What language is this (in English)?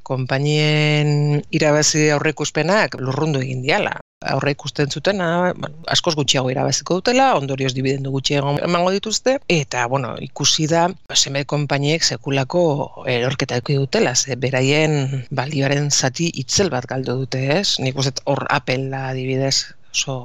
Basque